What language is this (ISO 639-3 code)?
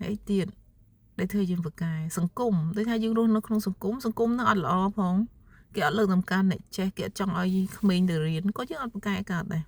khm